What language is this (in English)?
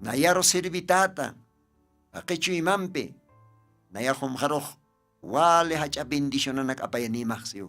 Aymara